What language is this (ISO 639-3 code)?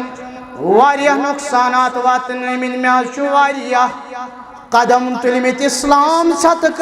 kas